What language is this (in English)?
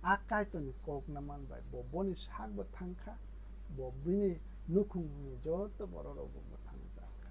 Kok Borok